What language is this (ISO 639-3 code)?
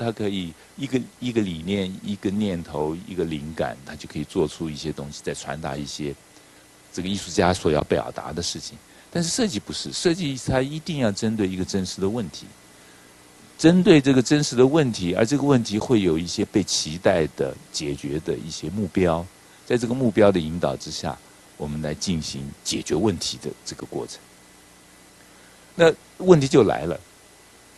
zho